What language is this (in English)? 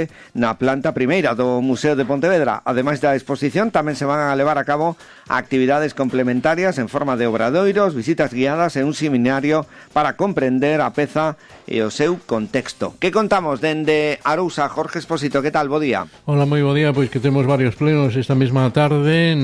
Galician